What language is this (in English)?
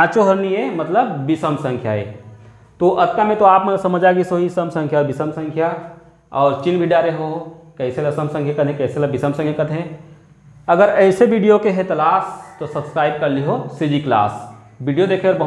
Chhattisgarhi